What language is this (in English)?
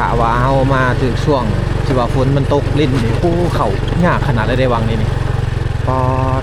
Lao